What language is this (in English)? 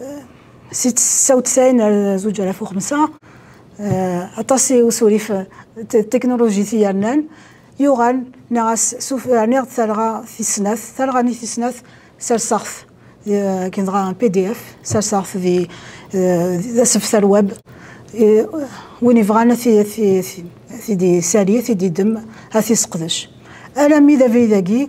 Kabyle